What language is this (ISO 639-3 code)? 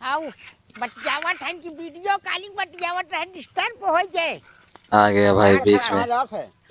awa